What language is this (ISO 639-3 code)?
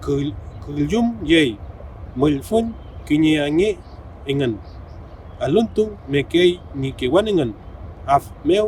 arn